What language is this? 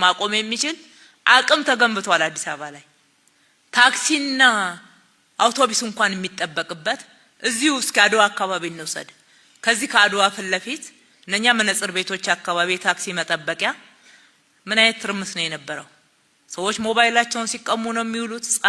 Amharic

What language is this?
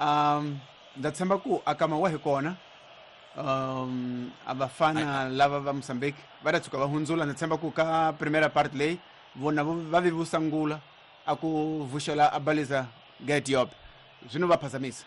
Tsonga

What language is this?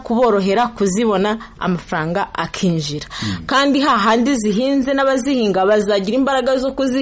Kinyarwanda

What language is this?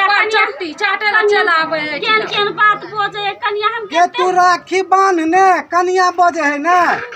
Maithili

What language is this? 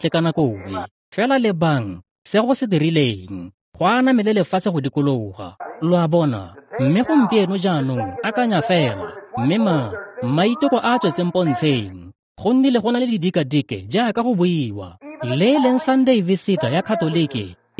Tswana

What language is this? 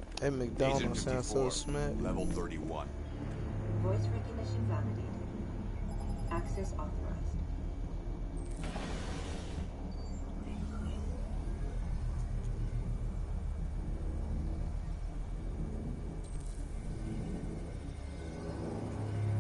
English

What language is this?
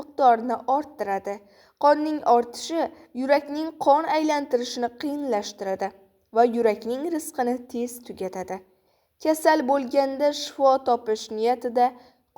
Uzbek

